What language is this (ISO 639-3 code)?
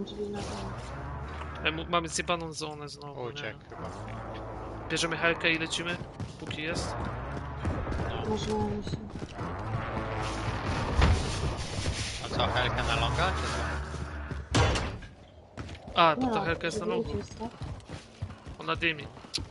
pol